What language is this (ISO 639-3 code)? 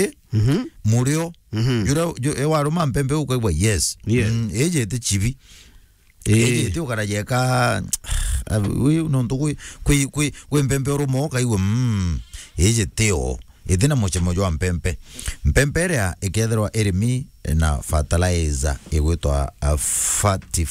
mer